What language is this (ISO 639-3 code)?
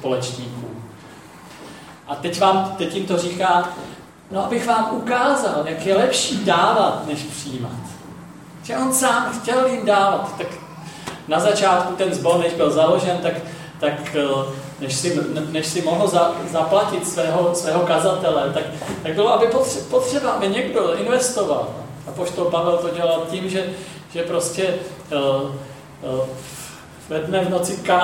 ces